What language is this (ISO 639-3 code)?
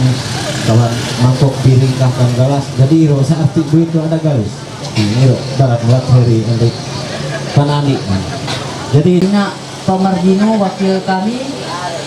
mhy